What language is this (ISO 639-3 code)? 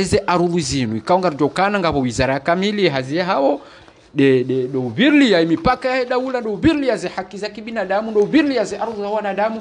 swa